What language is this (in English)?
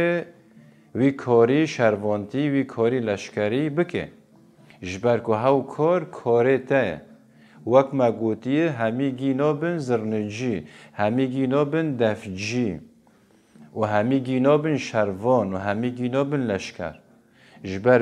Kurdish